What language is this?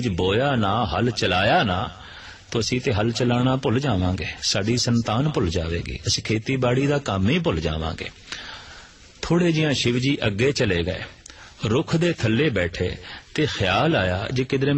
Punjabi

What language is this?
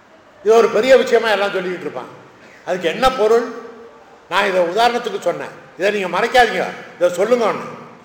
Tamil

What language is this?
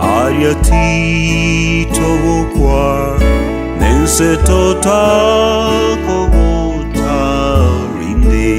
Gusii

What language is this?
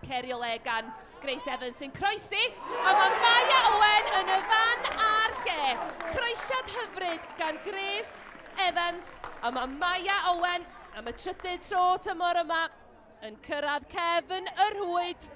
Welsh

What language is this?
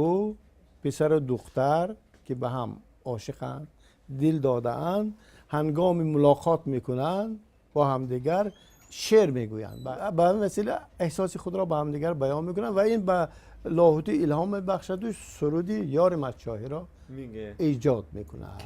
Persian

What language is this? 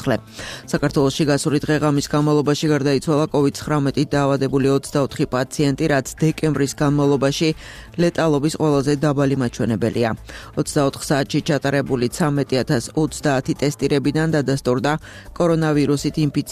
Georgian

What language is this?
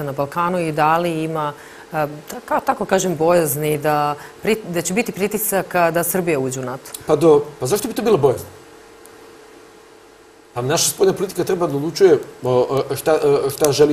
Serbian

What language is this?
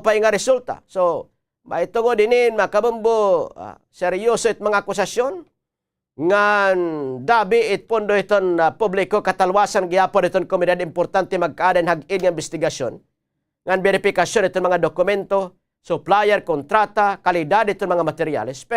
Waray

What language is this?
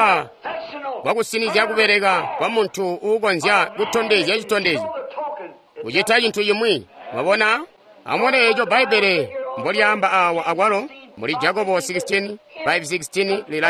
Tonga (Zambia)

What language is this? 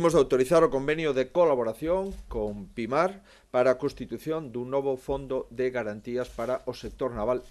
Galician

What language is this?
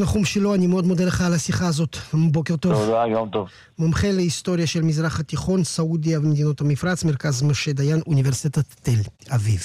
Hebrew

